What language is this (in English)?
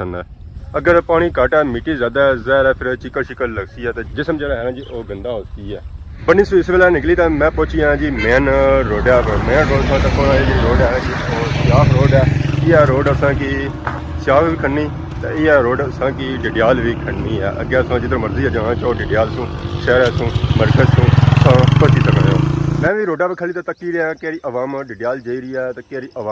Pahari-Potwari